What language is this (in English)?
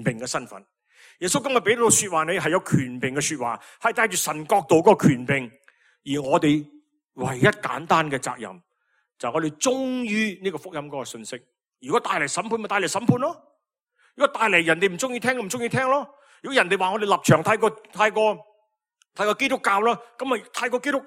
Cantonese